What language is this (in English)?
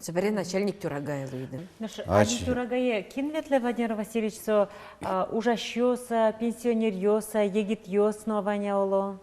Udmurt